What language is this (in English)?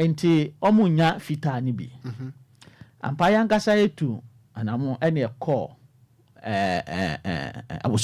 Akan